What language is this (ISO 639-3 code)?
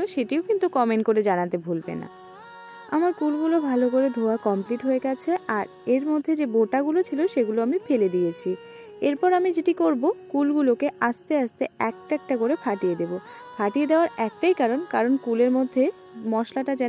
ben